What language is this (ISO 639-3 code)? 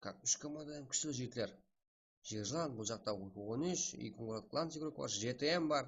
kaa